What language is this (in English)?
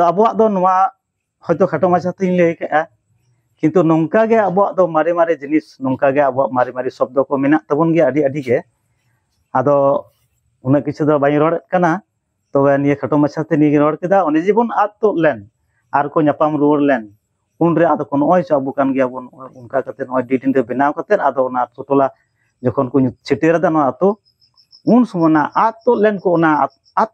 Santali